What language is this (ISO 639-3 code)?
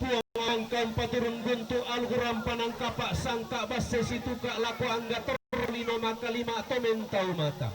sda